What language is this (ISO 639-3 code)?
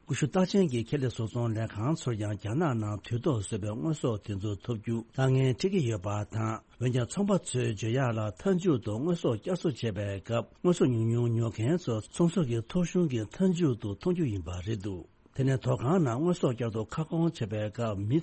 bod